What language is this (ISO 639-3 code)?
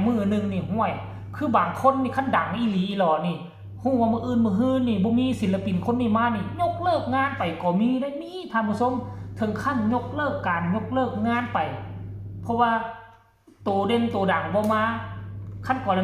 tts